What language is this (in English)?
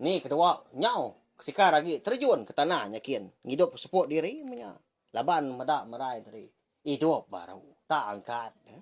Iban